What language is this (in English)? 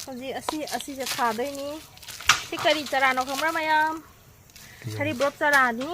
Manipuri